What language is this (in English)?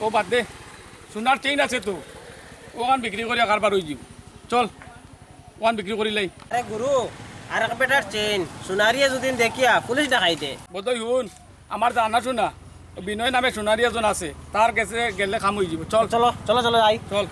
Sylheti